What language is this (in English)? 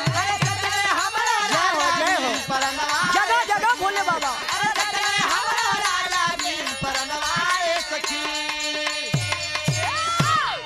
Bhojpuri